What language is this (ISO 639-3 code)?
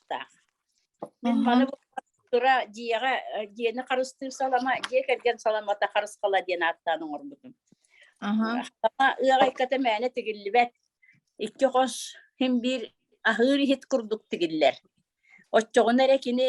sah